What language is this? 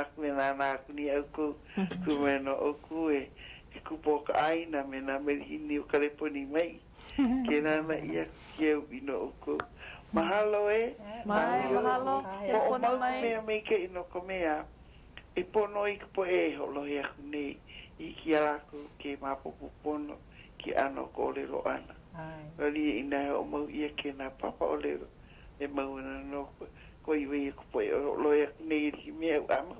Hawaiian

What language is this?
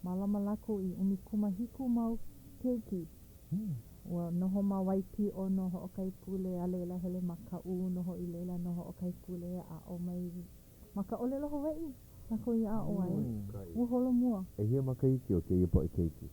Hawaiian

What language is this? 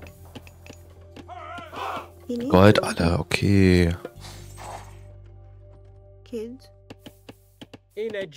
German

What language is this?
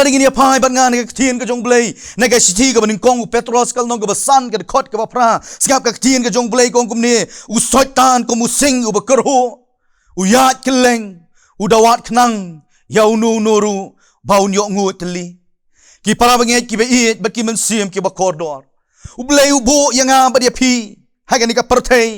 Khasi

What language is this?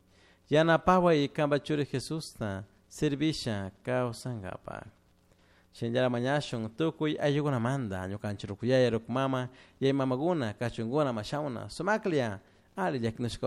Chimborazo Highland Quichua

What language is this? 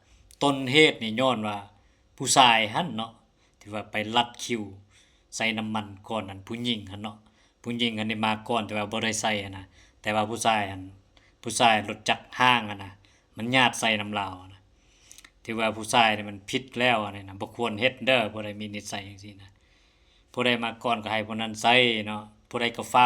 Lao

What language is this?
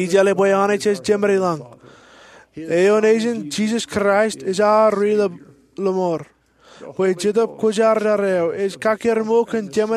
Marshallese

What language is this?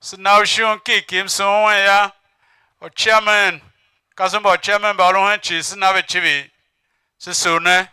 Tiv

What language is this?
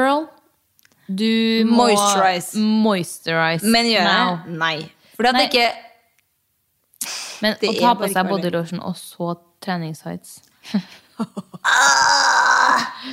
Norwegian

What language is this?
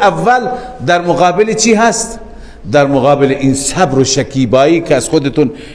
Persian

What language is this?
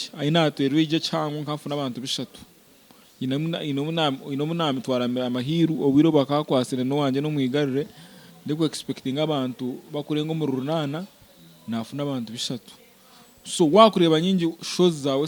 Nyankole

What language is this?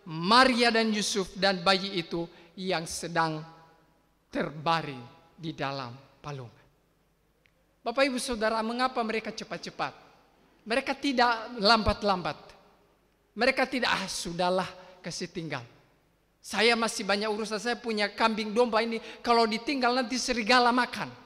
Indonesian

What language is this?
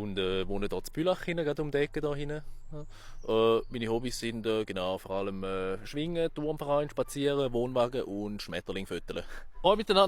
Swiss German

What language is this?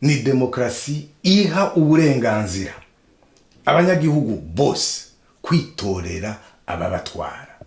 Rundi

